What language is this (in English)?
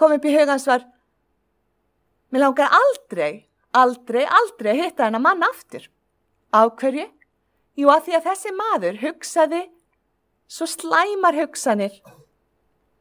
Icelandic